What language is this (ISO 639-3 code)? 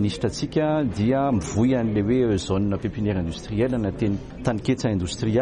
mlg